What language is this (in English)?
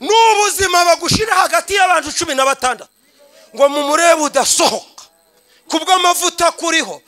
Kinyarwanda